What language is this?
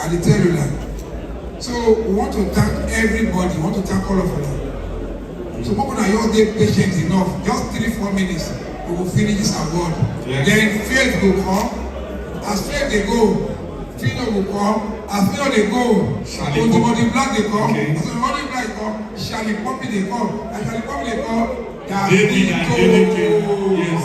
Nigerian Pidgin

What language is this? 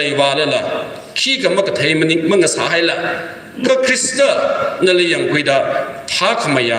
Tangkhul Naga (India)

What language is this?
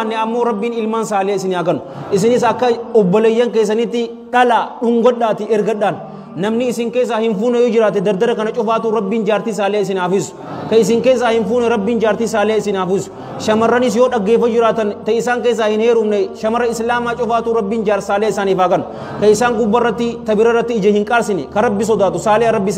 Oromo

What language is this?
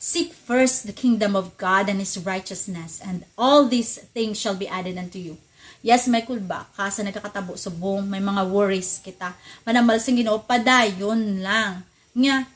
Hiligaynon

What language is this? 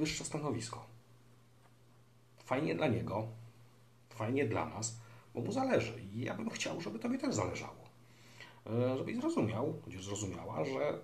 Polish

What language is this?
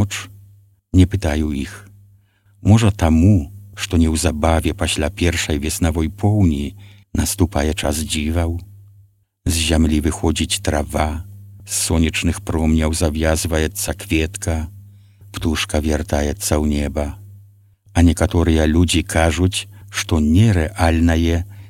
Belarusian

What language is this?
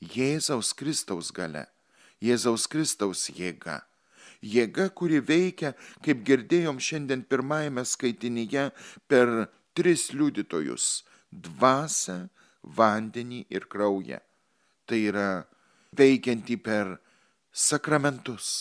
Lithuanian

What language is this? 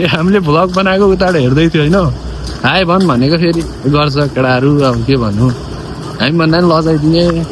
Nepali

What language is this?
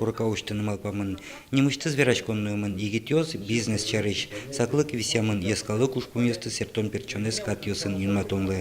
Udmurt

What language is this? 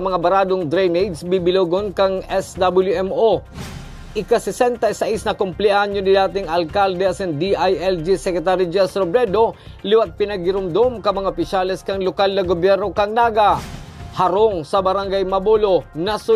Bikol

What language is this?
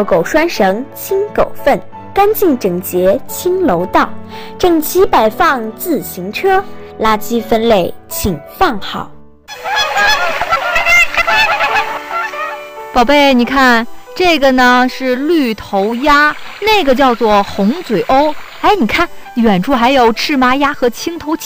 Chinese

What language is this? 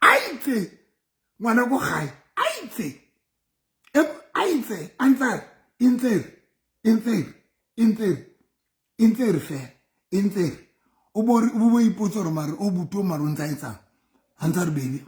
Southern Sotho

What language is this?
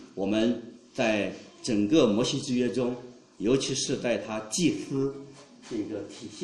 Chinese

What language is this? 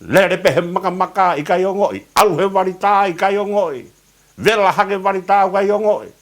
Tongan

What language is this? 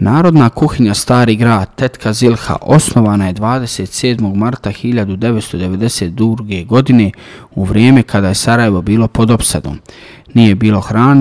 Bosnian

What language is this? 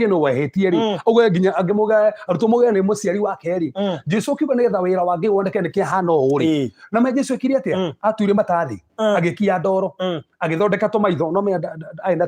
Kikuyu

